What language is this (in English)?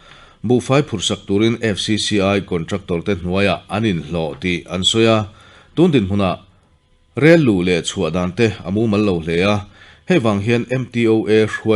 Mizo